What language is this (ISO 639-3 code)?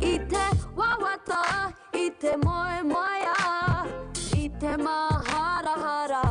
mri